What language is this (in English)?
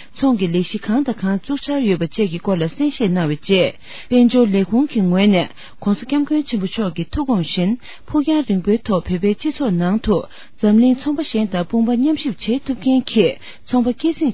Tibetan